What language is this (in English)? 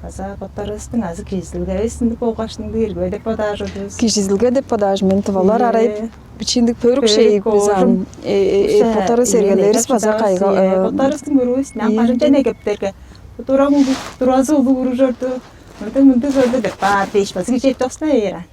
Tuvinian